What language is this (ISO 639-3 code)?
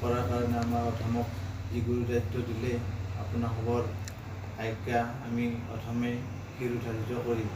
asm